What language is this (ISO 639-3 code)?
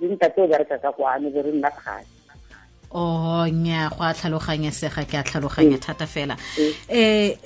tsn